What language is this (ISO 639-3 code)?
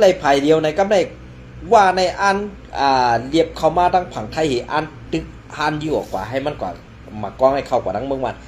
shn